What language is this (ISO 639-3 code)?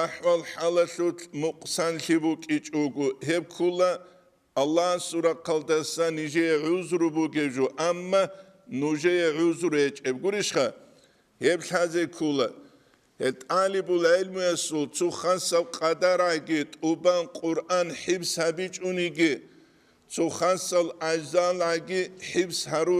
ava